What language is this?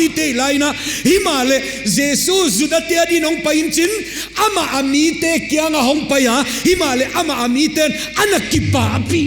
Paite Chin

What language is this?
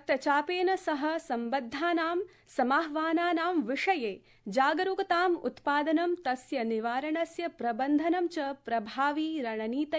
Sanskrit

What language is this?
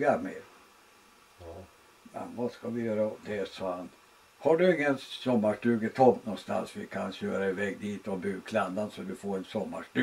Swedish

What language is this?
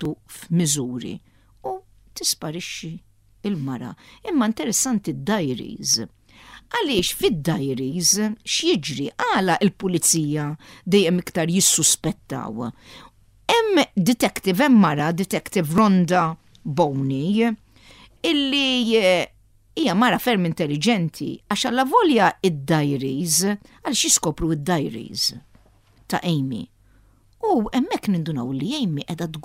Maltese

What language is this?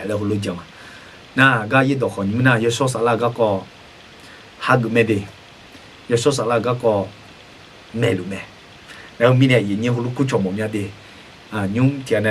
Akha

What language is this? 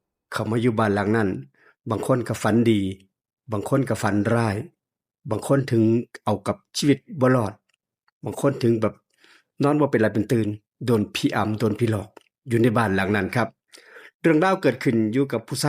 Northeastern Thai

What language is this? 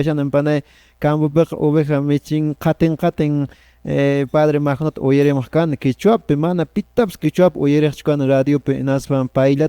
Quechua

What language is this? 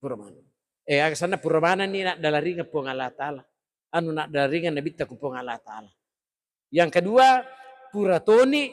Buginese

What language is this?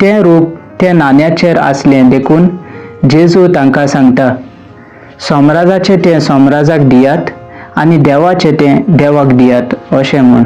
Konkani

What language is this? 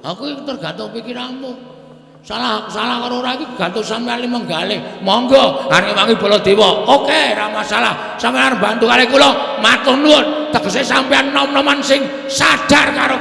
Javanese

